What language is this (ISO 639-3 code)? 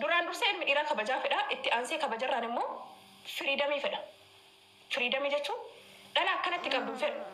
orm